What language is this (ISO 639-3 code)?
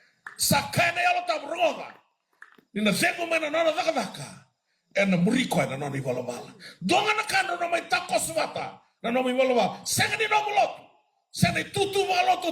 fij